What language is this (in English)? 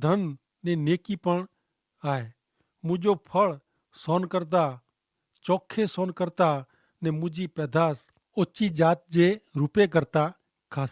Kachhi